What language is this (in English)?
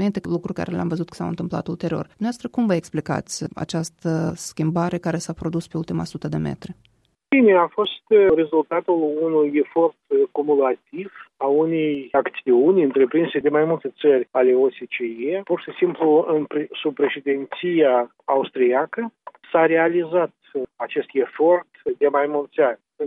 Romanian